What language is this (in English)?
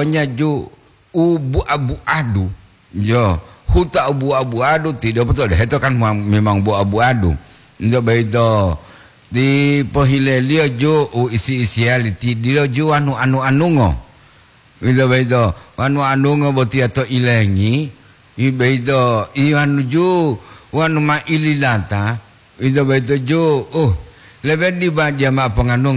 Gorontalo